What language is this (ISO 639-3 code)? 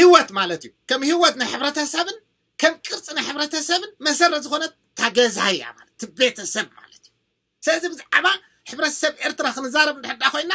tir